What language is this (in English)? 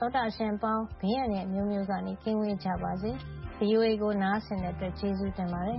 Burmese